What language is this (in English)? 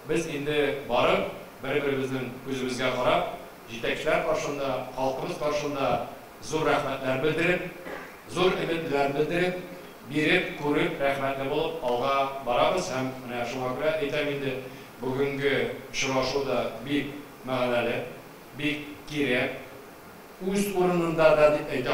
Tatar